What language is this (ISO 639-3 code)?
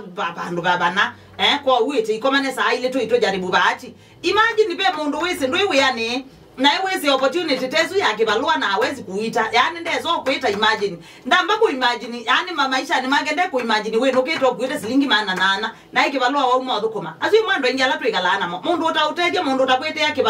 kam